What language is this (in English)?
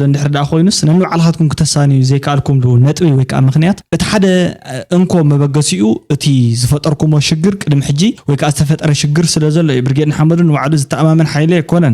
Tigrinya